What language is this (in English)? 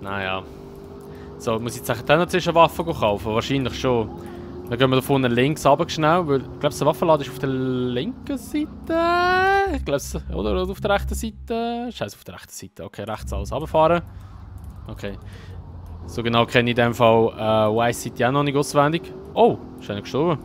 Swiss German